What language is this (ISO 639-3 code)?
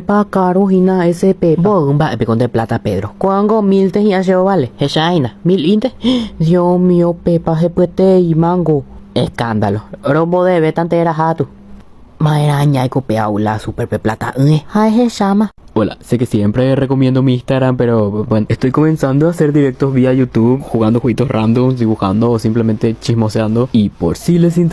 grn